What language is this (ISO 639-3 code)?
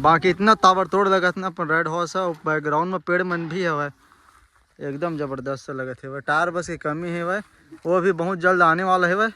hne